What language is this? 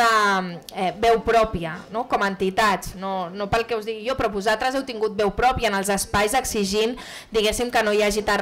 Catalan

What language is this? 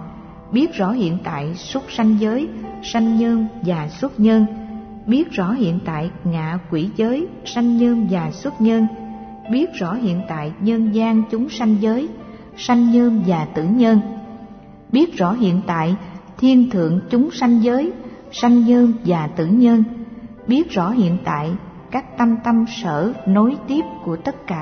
Vietnamese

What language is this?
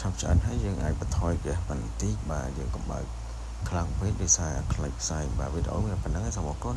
Khmer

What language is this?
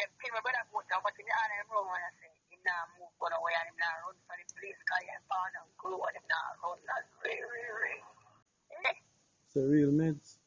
Jamaican Creole English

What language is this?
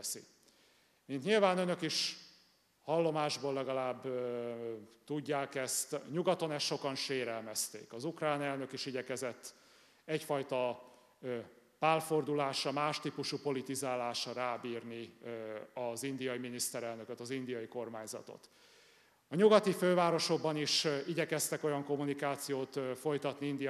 Hungarian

